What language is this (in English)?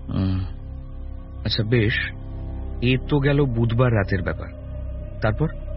Bangla